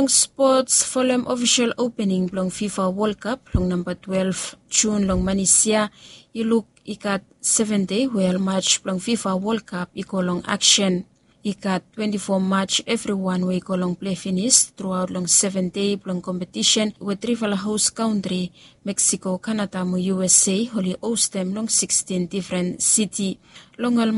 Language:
Bislama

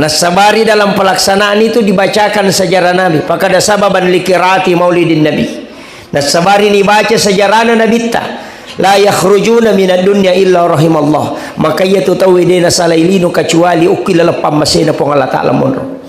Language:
Buginese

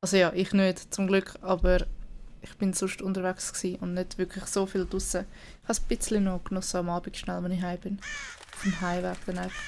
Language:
Swiss German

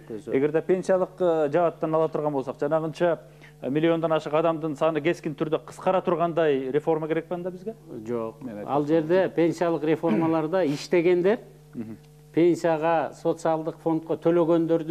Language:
Kyrgyz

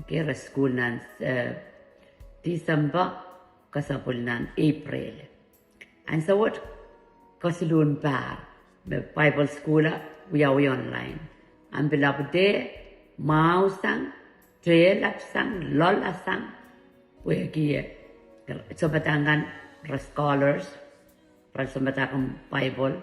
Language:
Pohnpeian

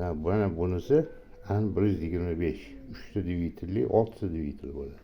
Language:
Uzbek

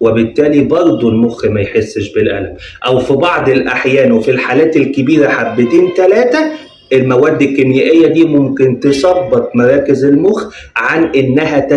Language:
Egyptian Arabic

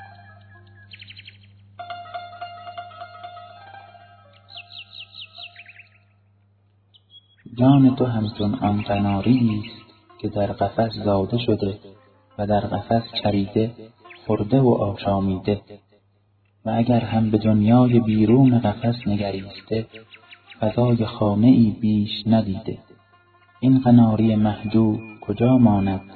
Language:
Persian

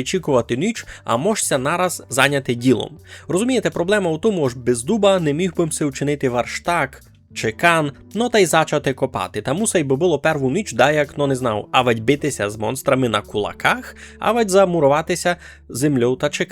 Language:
Rusyn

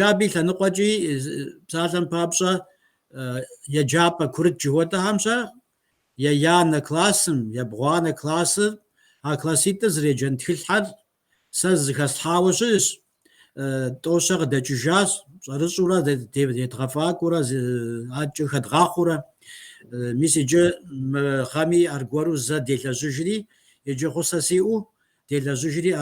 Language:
Kabardian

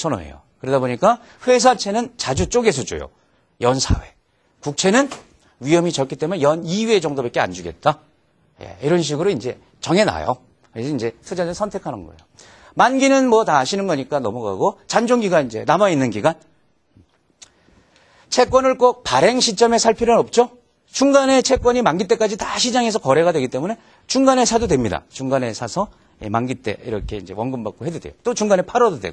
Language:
Korean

